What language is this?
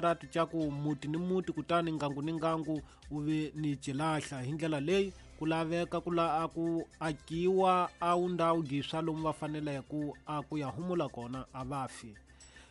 Tsonga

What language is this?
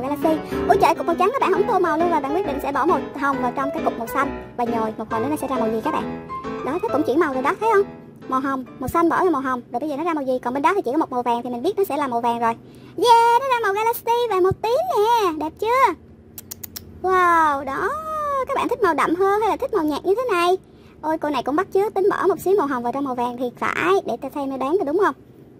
Vietnamese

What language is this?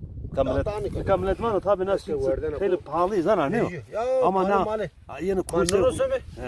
Zaza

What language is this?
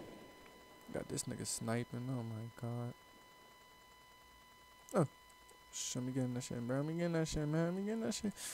English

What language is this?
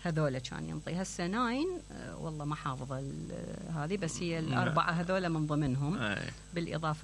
Mesopotamian Arabic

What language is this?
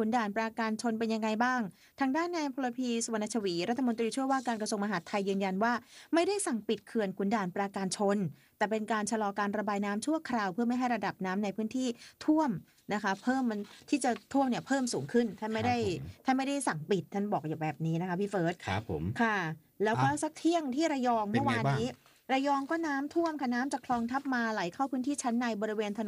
Thai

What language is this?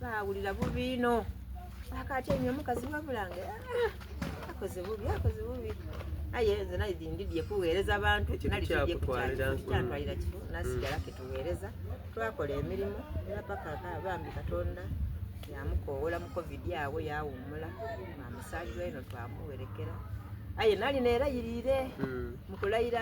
Soga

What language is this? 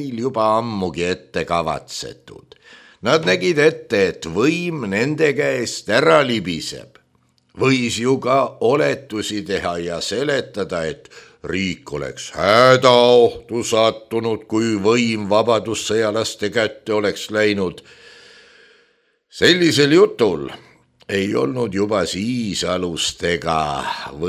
Estonian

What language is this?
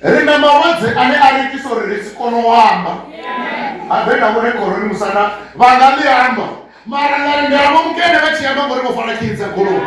Venda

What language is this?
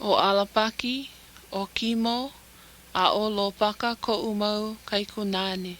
Hawaiian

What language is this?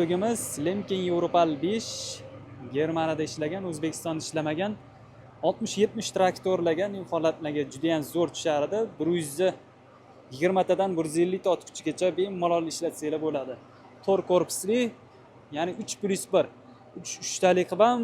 Uzbek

